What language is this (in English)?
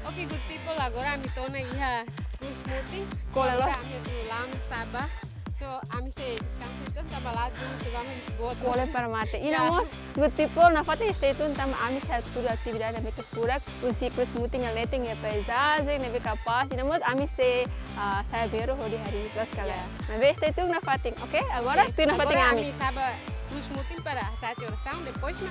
Tetum